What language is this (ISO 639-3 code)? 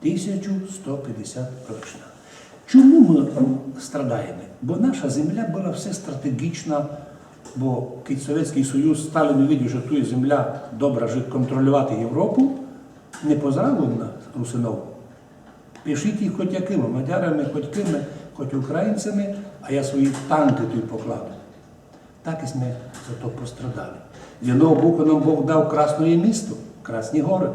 rue